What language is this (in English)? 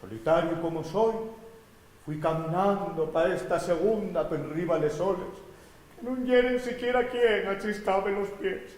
Asturian